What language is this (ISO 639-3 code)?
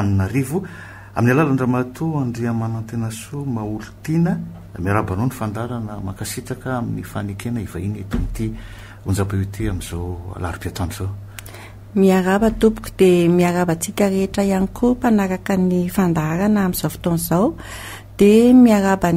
mlg